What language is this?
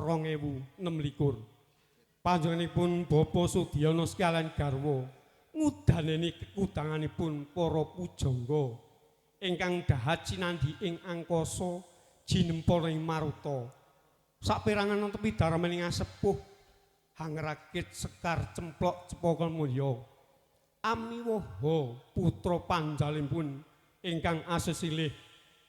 Javanese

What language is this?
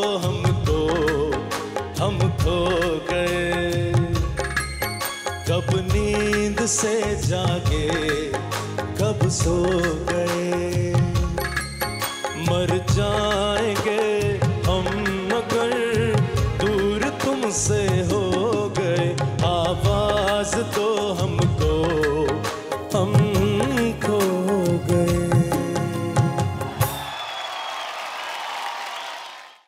Hindi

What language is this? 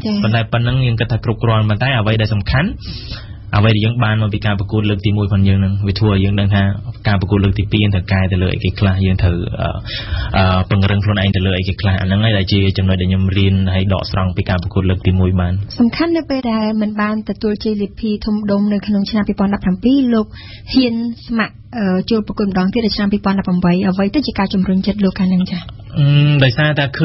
Khmer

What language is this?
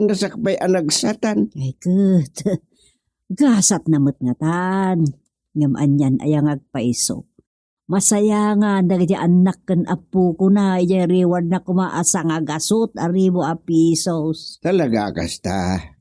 Iloko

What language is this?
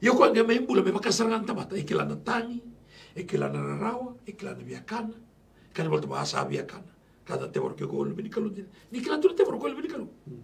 Galician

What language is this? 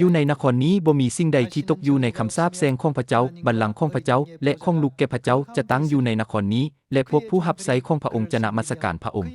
Lao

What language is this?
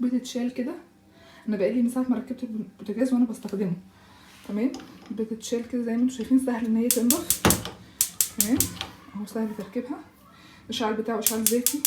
Egyptian Arabic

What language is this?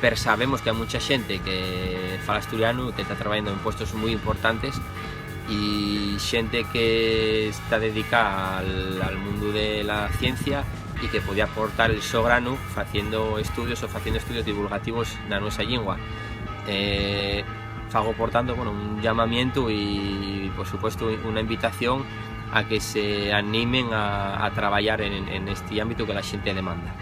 Asturian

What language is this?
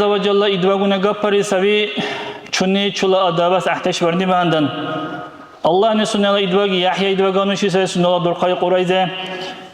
Dargwa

